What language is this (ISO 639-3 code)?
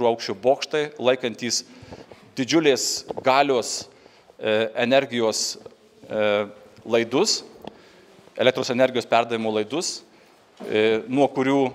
lit